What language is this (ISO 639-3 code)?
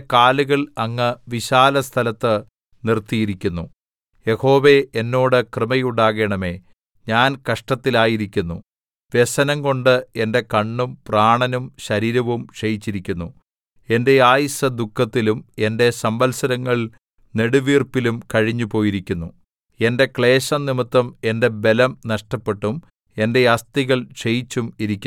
mal